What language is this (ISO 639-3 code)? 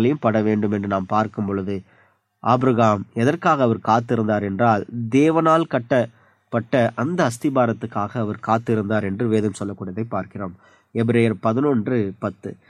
tam